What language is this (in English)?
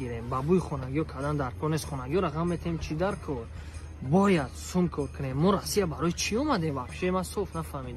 Tajik